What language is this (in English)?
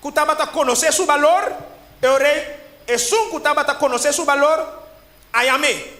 Papiamento